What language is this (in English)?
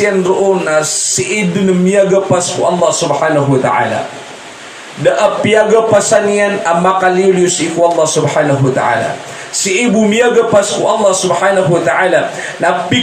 Maranao